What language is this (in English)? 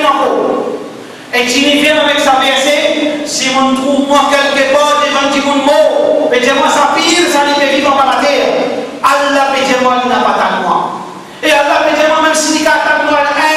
Morisyen